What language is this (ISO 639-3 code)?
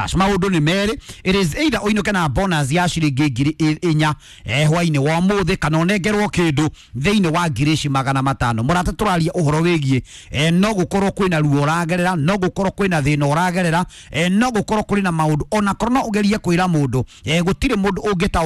kik